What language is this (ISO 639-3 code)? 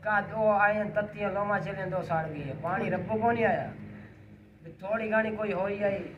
skr